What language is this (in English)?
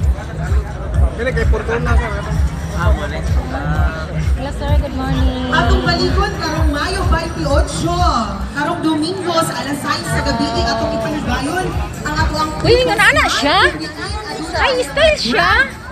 Cebuano